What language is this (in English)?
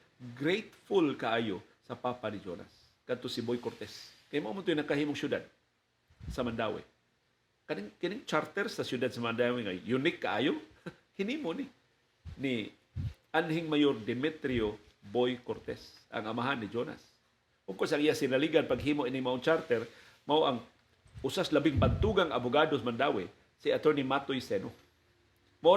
Cebuano